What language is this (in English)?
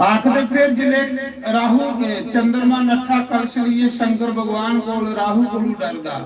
Dogri